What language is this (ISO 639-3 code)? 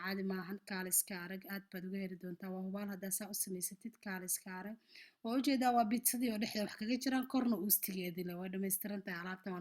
som